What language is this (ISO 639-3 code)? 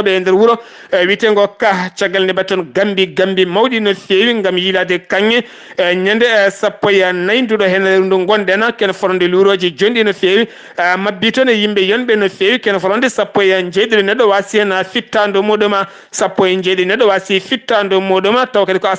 ful